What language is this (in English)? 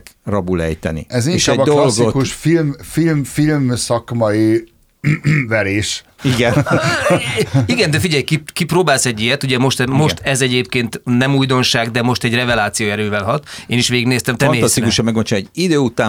Hungarian